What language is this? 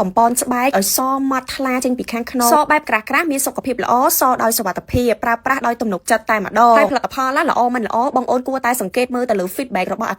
Khmer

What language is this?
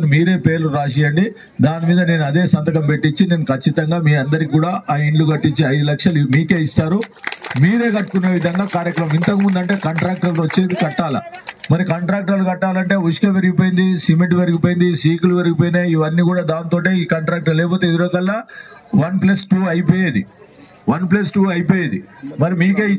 Telugu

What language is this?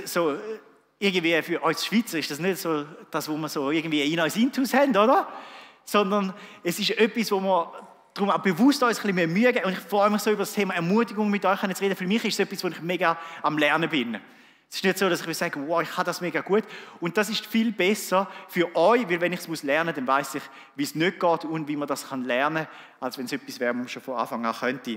Swiss German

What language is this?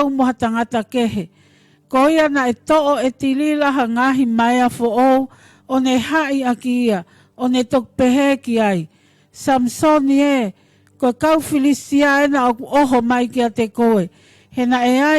Tongan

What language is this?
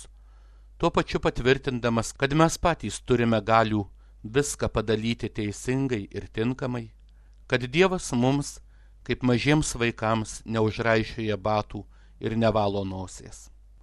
Lithuanian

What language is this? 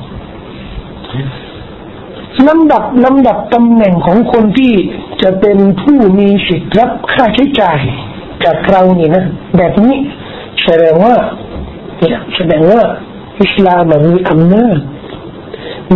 Thai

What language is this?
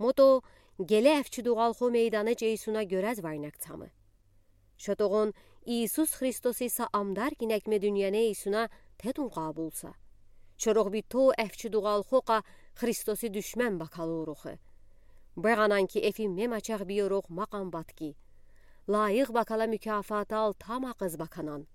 Udi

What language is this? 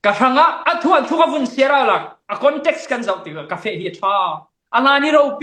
Falam Chin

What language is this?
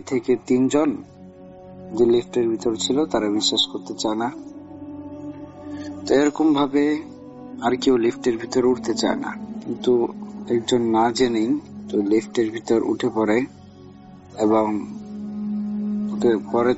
Bangla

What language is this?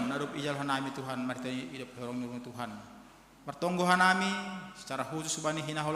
Batak Simalungun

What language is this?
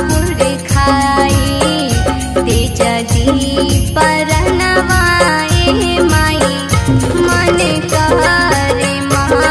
Bhojpuri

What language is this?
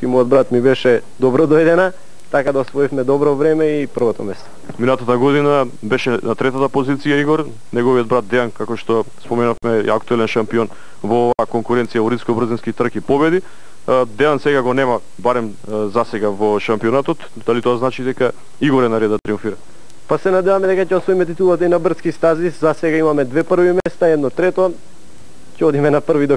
Macedonian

